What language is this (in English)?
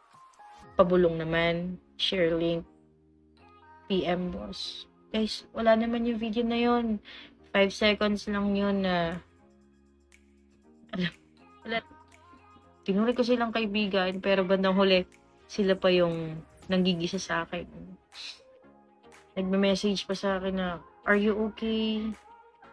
Filipino